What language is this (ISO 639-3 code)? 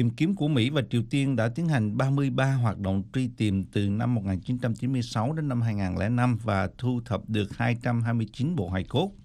vie